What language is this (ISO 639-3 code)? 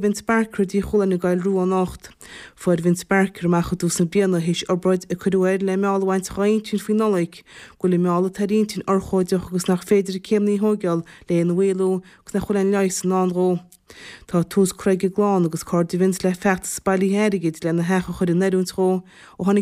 gle